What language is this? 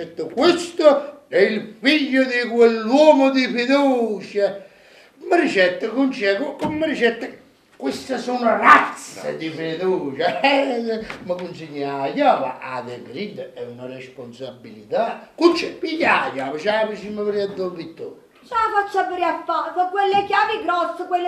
Neapolitan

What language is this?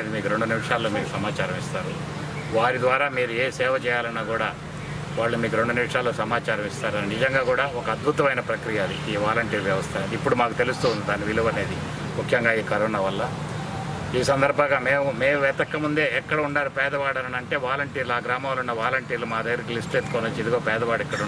Telugu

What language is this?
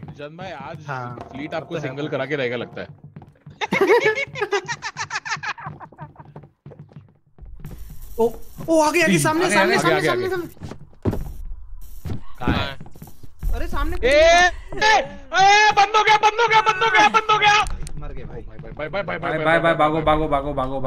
Hindi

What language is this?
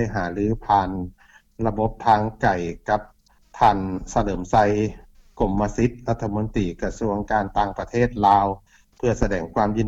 Lao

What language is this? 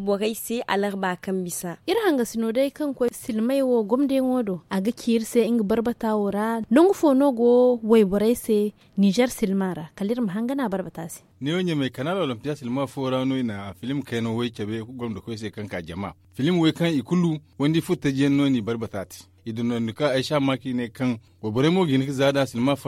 Zarma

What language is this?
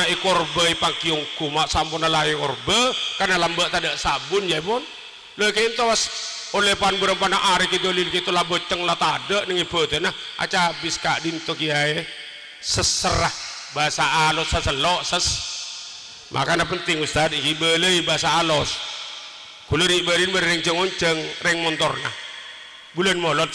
Madurese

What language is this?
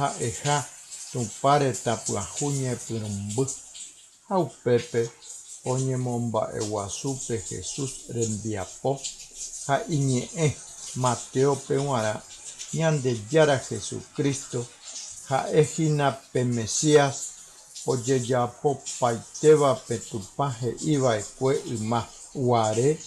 Guarani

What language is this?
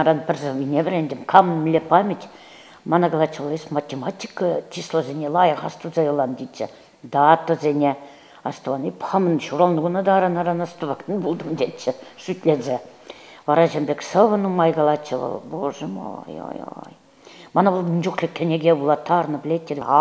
Chuvash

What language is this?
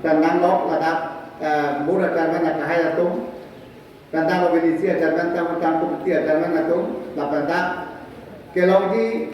Karbi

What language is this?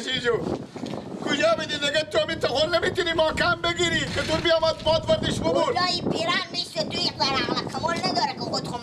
Persian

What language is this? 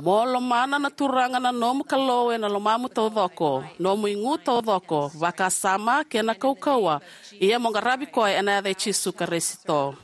Fijian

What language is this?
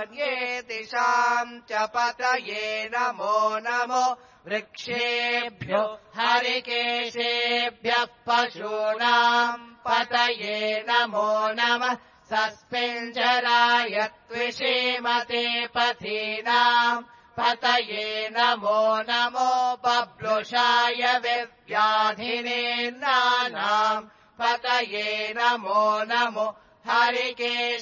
Sanskrit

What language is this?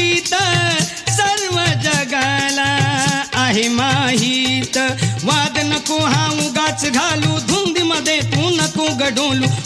Marathi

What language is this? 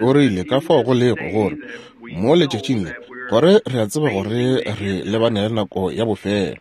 Northern Sotho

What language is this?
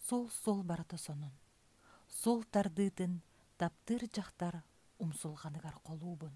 Yakut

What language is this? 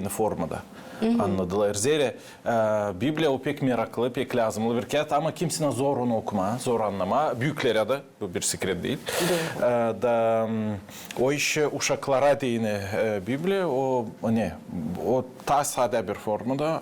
Gagauz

